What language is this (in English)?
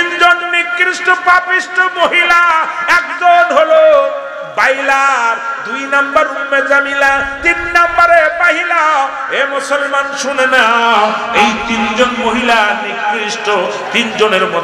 Bangla